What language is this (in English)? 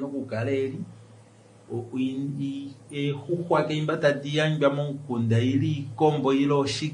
Kuanyama